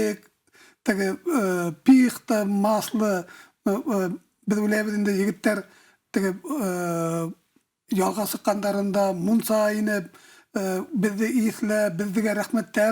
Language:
Bashkir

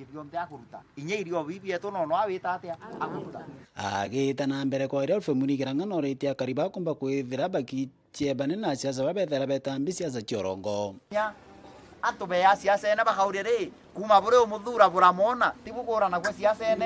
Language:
Meru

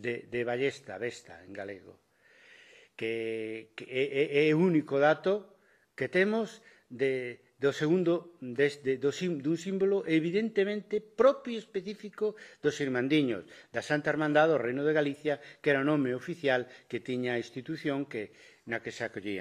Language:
Galician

